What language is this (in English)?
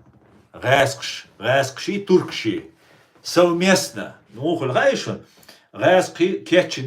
Chechen